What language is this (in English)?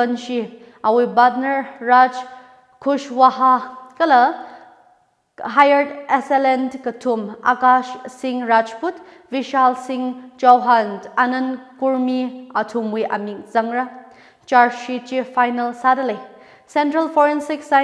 Tangkhul Naga (India)